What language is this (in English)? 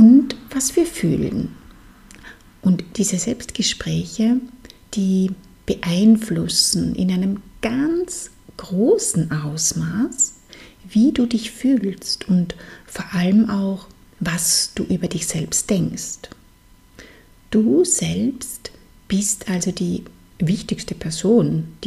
German